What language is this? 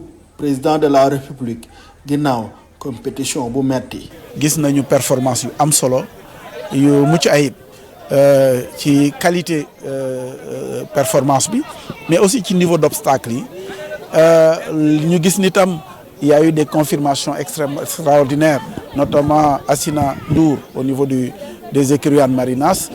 Wolof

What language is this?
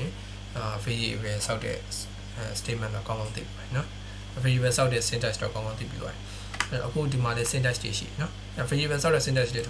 Burmese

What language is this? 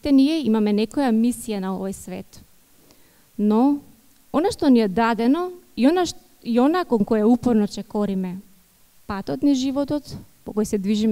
Macedonian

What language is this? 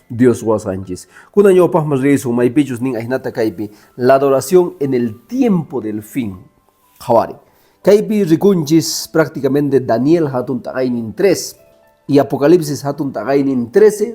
Quechua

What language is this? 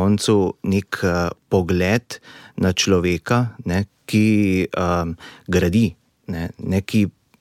Slovenian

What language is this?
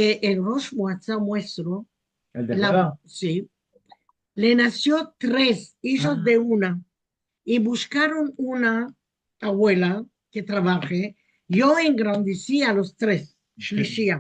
Ladino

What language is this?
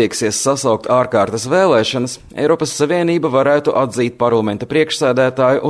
Latvian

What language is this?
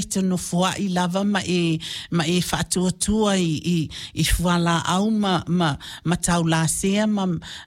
Samoan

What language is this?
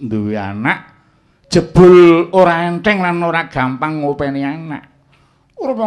Javanese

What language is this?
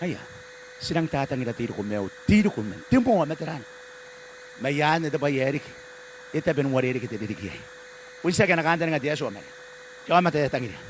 Gilbertese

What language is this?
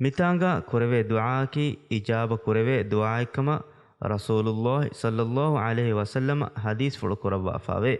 Divehi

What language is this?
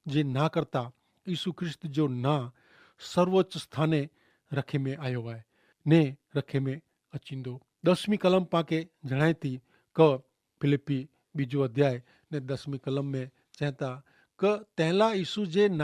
Kachhi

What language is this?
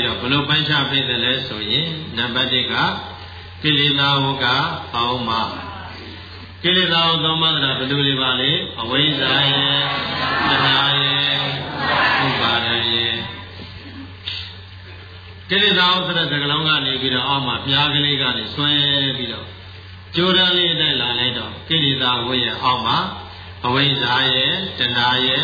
Burmese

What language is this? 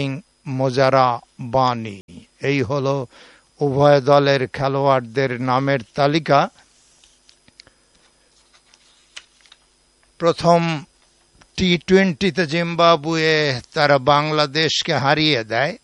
Bangla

